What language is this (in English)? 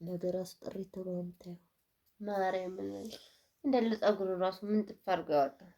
Amharic